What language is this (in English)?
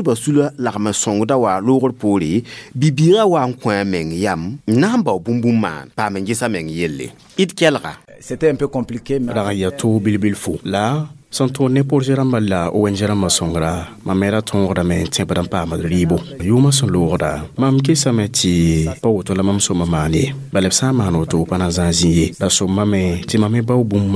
Mossi